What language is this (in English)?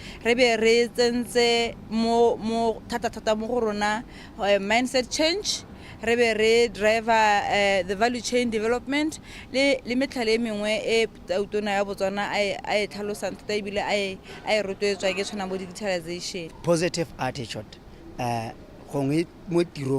Tswana